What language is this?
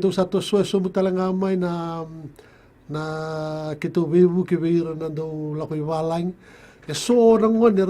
Fijian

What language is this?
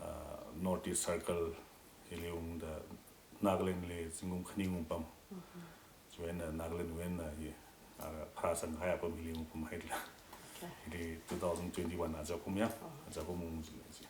Tangkhul Naga (India)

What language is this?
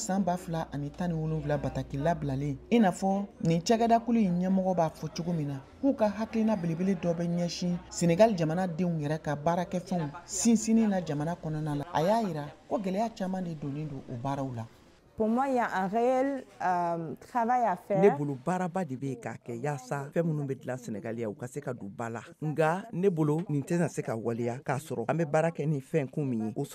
Bambara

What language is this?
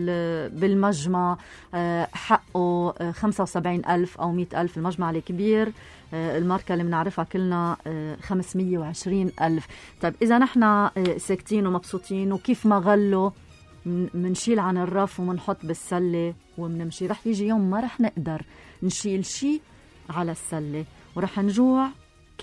North Levantine Arabic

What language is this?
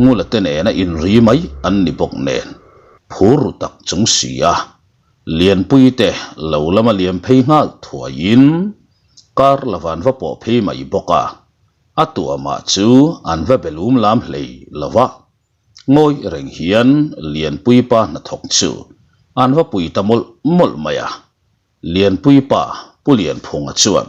Mizo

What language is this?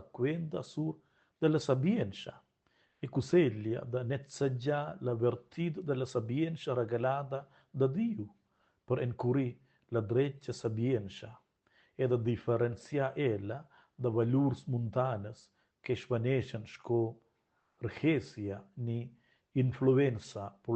Romansh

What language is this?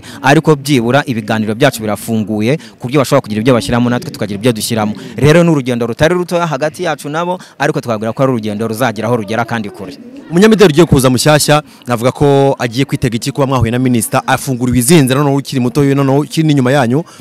Kinyarwanda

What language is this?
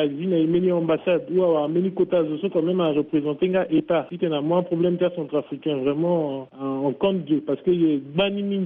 Sango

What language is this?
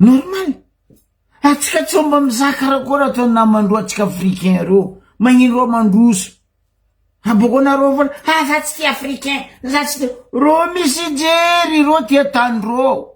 Malagasy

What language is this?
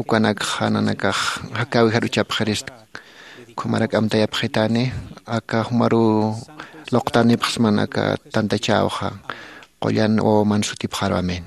Aymara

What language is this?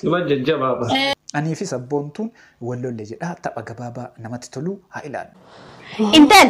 Oromo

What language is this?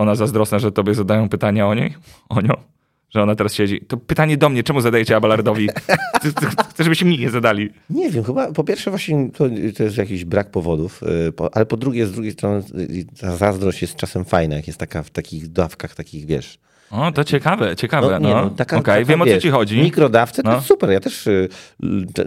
Polish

